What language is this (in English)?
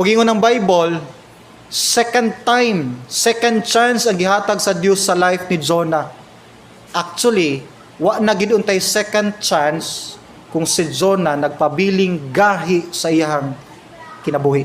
Cebuano